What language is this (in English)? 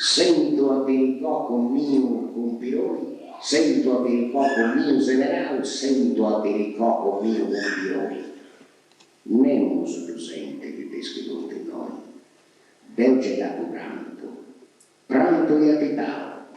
Sardinian